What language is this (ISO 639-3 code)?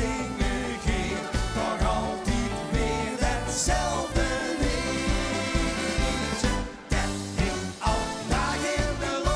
lim